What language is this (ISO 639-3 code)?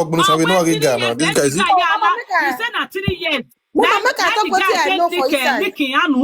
pcm